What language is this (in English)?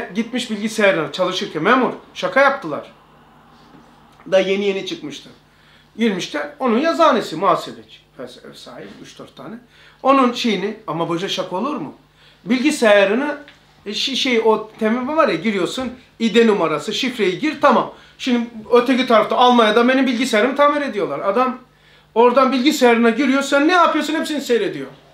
Turkish